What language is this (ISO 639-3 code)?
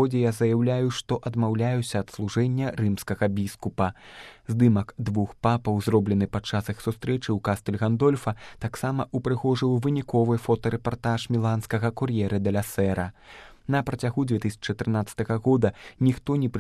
bel